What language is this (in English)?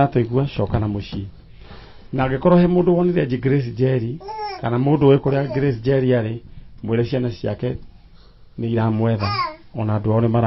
Kikuyu